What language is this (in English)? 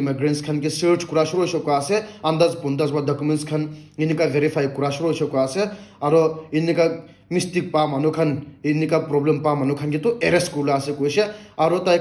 Naga Pidgin